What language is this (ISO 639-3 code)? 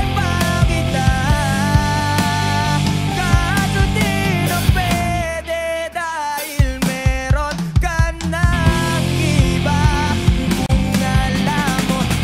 fil